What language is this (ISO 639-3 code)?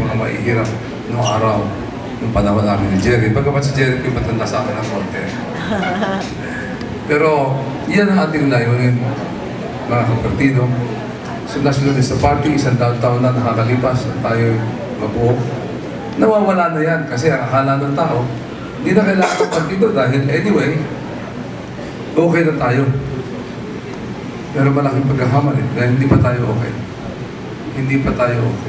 fil